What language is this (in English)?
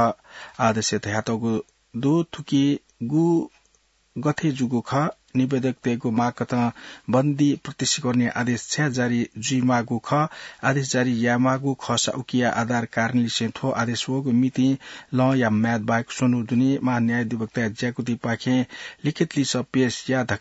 Newari